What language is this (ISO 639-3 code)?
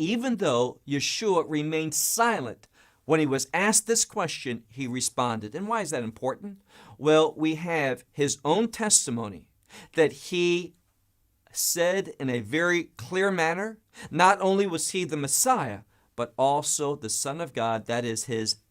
eng